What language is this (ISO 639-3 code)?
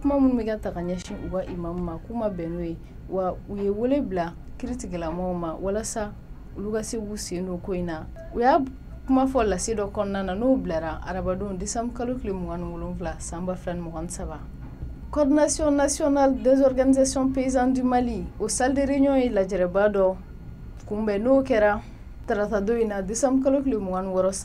bam